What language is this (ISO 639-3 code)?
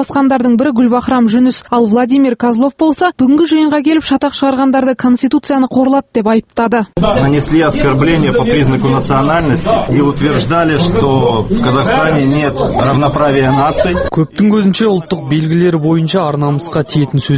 kaz